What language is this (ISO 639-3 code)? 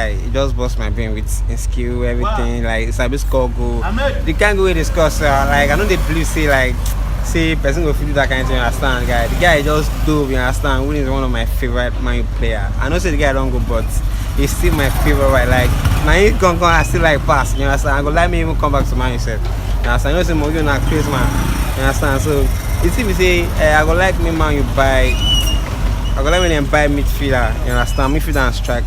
pcm